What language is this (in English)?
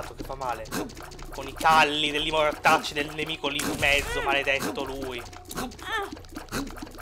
Italian